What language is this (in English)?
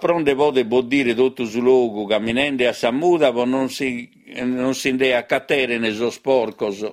Sardinian